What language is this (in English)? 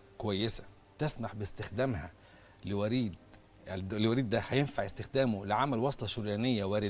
Egyptian Arabic